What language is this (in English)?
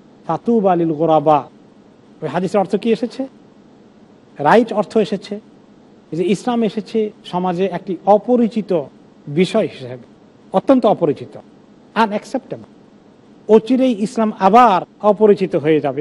Bangla